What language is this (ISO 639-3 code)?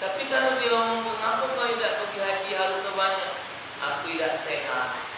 mui